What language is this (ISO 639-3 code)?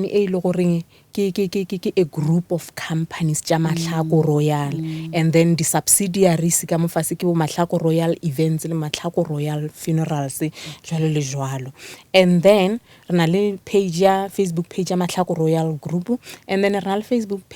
nso